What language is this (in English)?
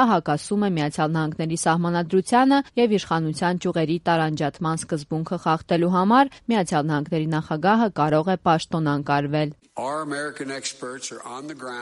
Armenian